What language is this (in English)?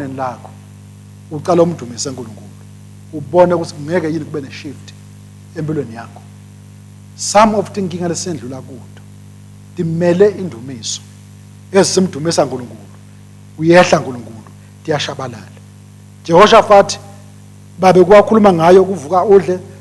Swati